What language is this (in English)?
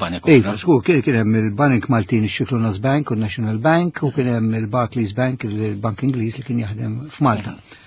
Maltese